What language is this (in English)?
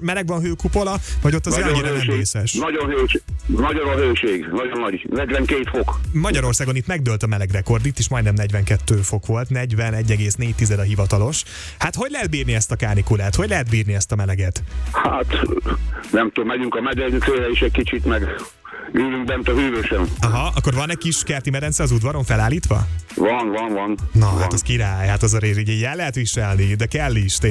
Hungarian